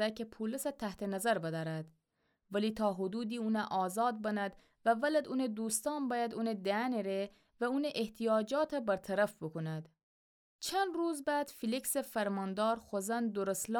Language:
Gilaki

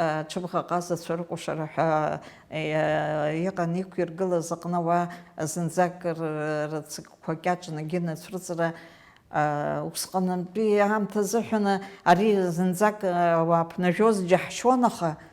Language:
Abkhazian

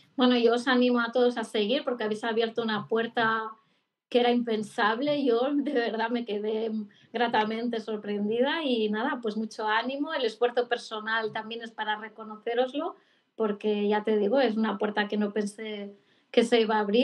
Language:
Spanish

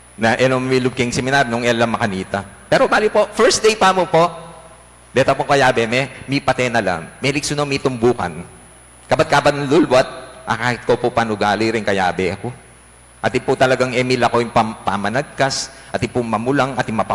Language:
Pampanga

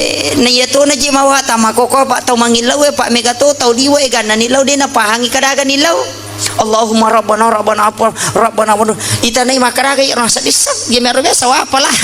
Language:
Buginese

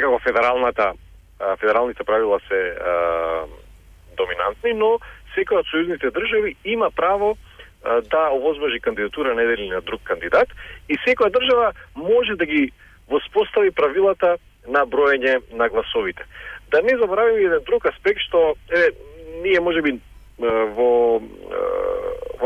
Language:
Macedonian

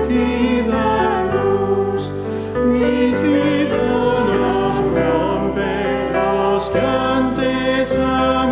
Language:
Tzotzil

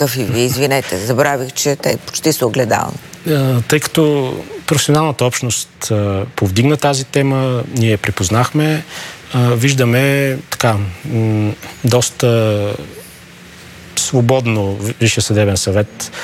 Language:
Bulgarian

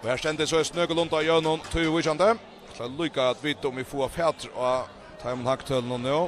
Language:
Faroese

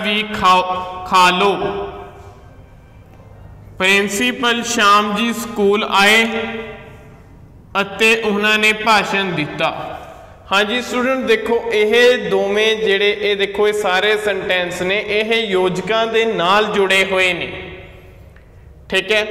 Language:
Punjabi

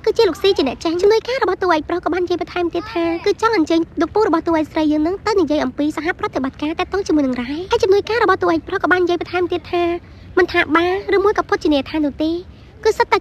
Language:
Khmer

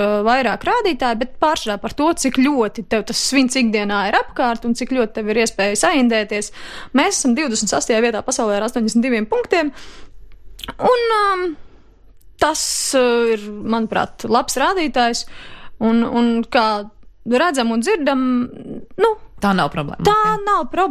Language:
Latvian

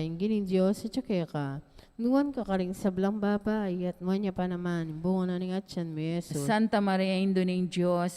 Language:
Pampanga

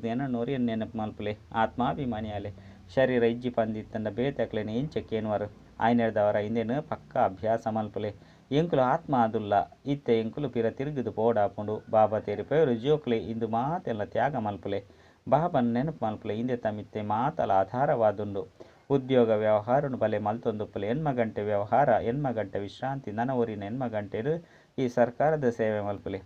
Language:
Tulu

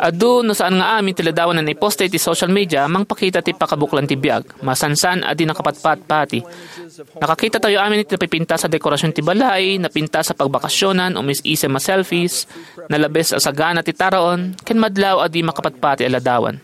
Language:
Iloko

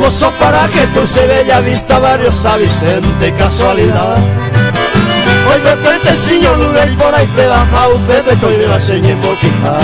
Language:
Guarani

